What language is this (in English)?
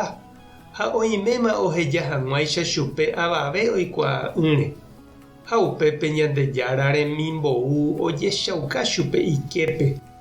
Guarani